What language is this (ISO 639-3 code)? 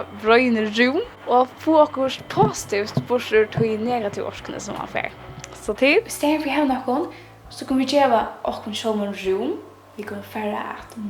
fao